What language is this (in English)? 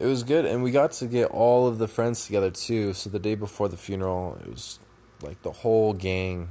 English